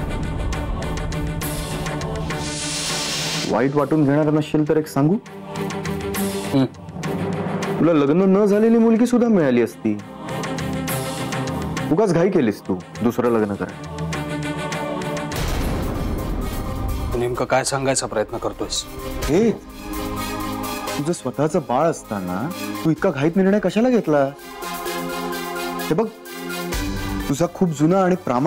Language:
Marathi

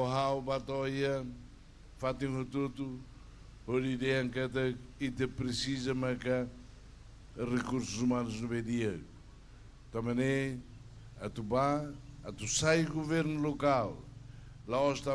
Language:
Tetum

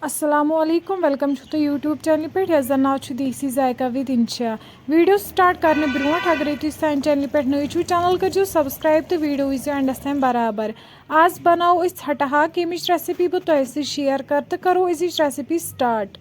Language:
Kashmiri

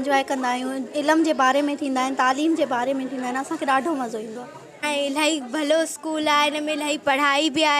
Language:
Sindhi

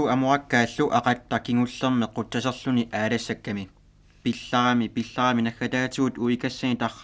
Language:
Kalaallisut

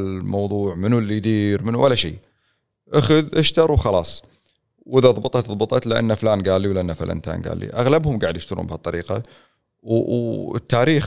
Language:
Gulf Arabic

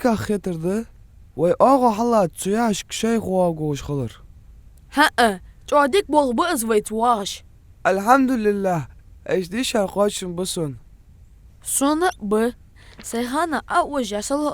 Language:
Ingush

